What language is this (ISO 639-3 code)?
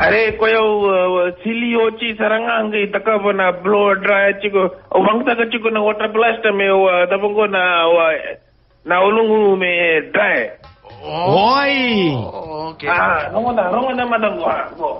fij